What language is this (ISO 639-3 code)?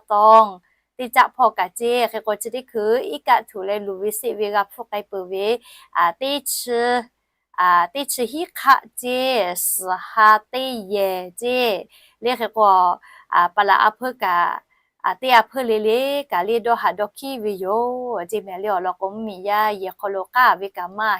lhu